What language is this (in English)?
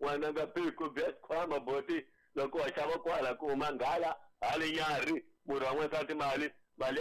Tsonga